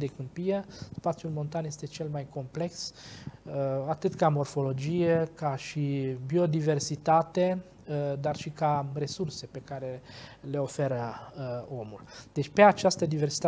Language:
Romanian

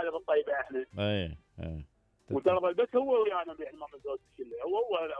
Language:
Mesopotamian Arabic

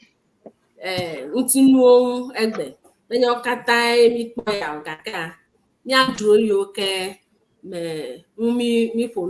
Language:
Ewe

